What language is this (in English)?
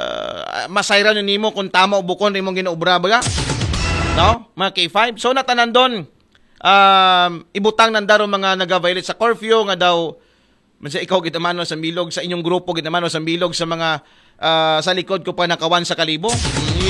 Aklanon